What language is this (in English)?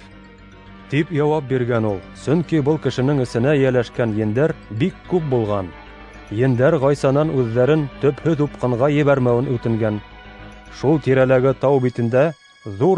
Bashkir